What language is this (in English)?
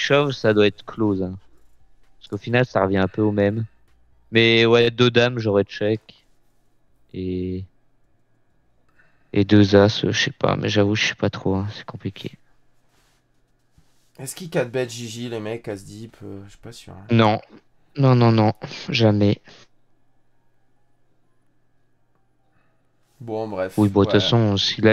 French